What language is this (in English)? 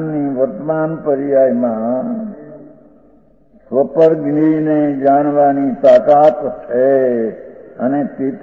Gujarati